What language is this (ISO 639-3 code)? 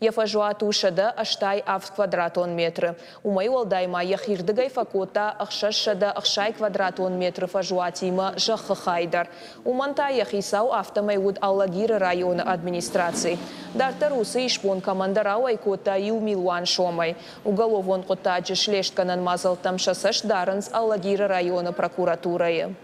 oss